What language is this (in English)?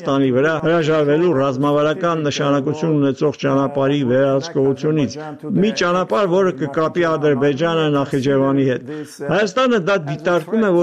Armenian